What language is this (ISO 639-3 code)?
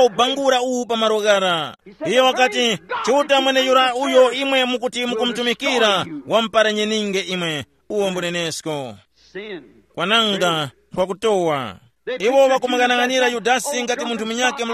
tum